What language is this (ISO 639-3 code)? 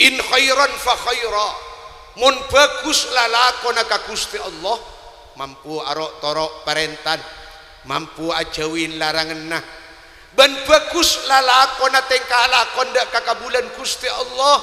mad